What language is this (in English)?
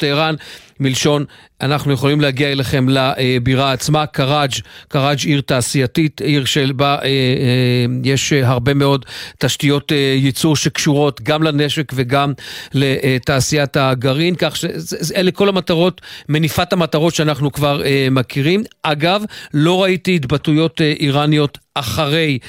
Hebrew